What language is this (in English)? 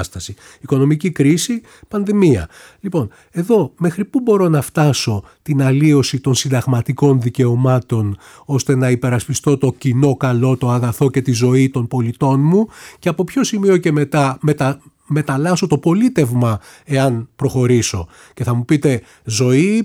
Greek